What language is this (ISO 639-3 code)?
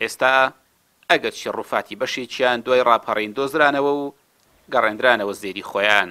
ckb